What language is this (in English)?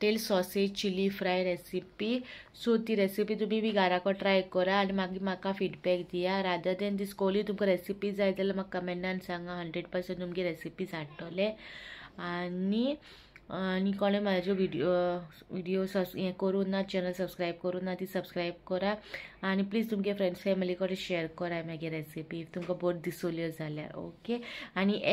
Konkani